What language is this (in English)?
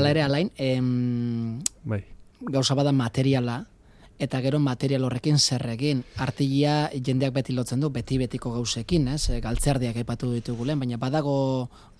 Basque